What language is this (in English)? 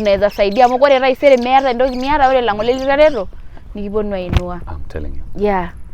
Masai